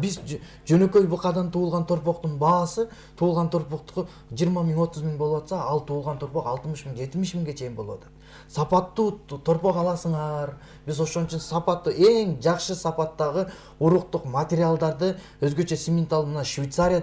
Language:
Kyrgyz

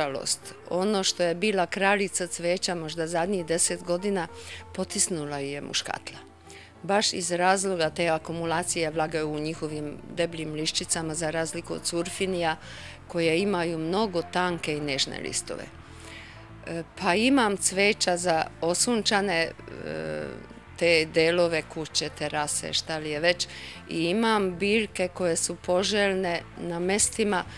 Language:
Serbian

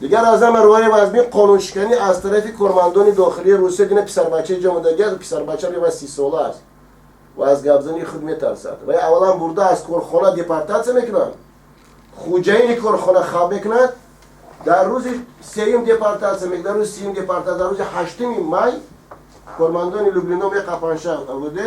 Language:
Tajik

